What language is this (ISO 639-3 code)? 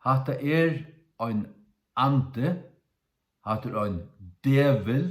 fao